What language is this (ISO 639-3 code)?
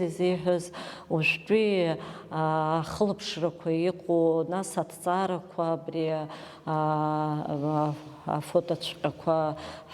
abk